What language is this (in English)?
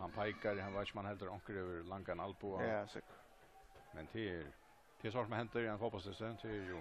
Faroese